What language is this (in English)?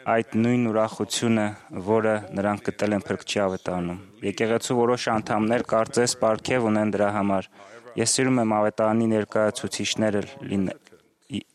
Armenian